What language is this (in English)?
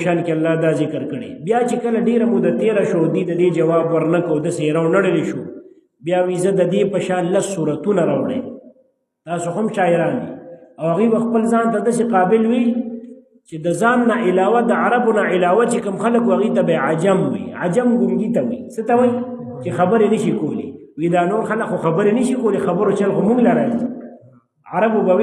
Pashto